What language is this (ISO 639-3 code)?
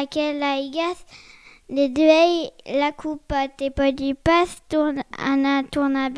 oci